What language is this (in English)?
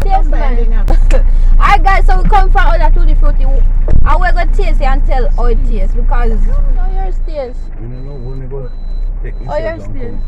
Jamaican Creole English